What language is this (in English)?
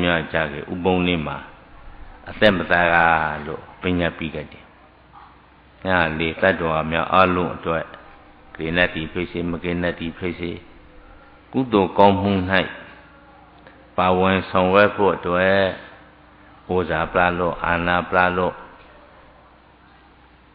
Burmese